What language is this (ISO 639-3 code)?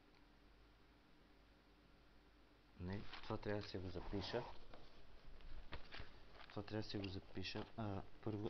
bul